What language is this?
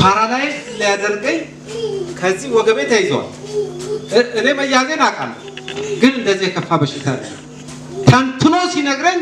Amharic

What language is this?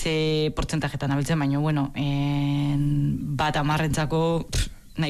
Basque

